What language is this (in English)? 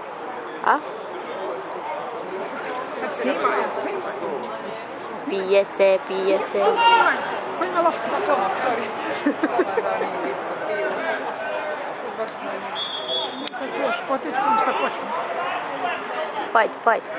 Croatian